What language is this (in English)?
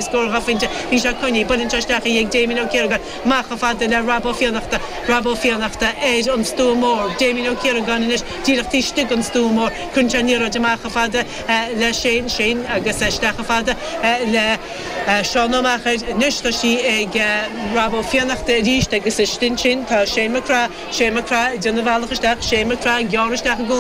Irish